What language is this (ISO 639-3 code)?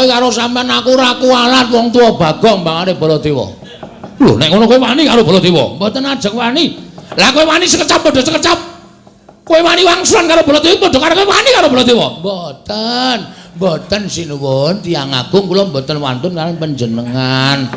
jav